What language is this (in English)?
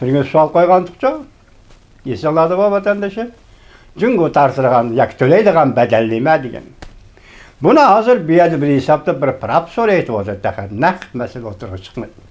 Uyghur